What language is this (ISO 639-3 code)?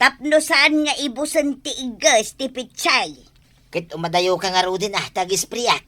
ilo